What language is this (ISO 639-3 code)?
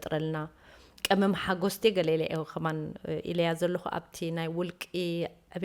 tir